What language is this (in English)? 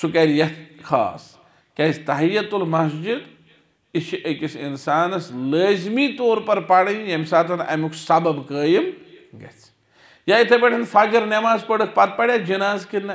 Kashmiri